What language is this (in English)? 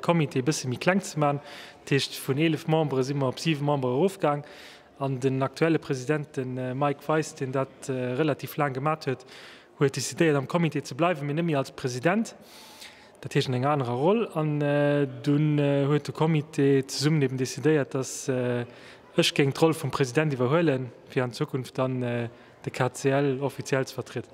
Luxembourgish